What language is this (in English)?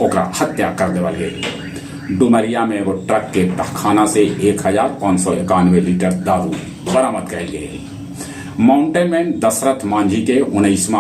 Magahi